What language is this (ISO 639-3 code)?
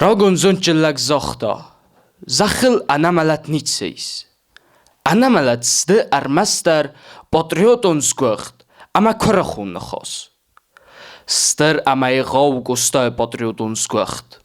oss